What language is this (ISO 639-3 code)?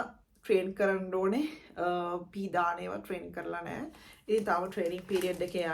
sin